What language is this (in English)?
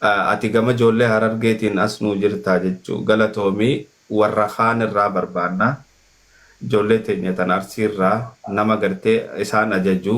Oromo